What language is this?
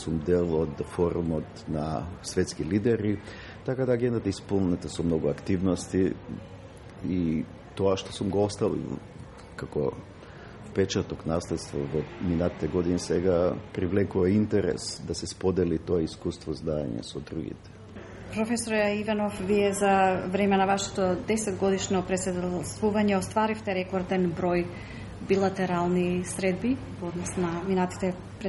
Macedonian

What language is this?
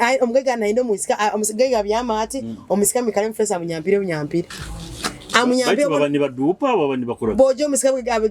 Nyoro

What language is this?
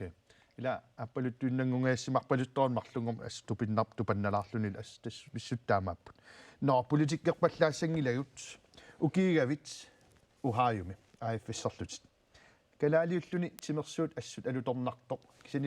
Kalaallisut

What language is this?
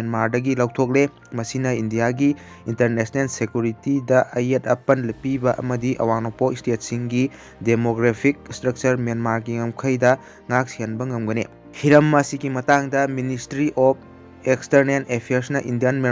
Manipuri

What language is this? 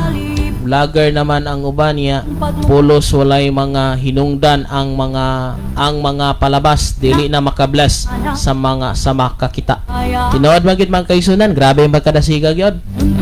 Cebuano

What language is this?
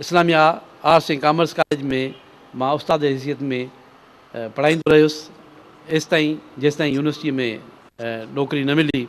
Sindhi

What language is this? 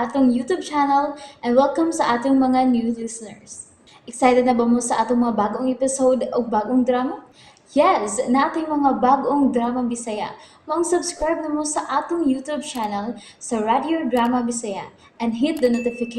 Cebuano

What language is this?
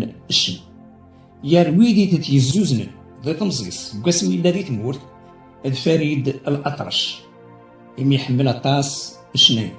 Kabyle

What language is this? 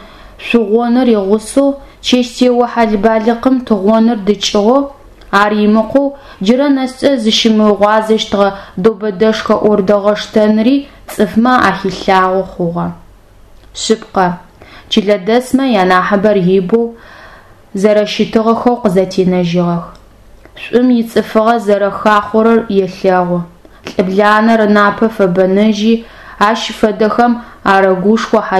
Adyghe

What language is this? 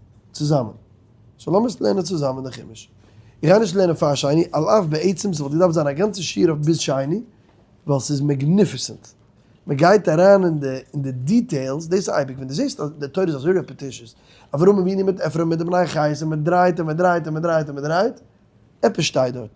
Yiddish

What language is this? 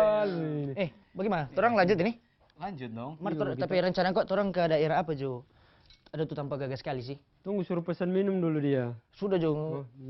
Manado Malay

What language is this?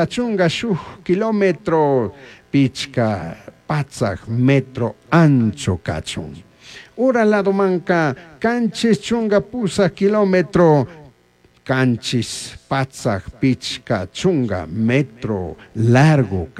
Chimborazo Highland Quichua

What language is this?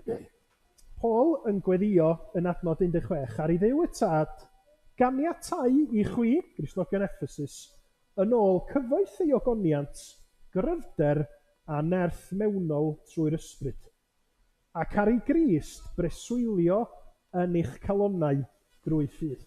Welsh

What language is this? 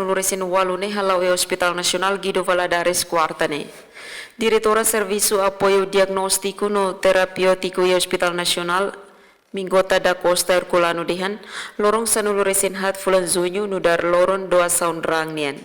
Tetum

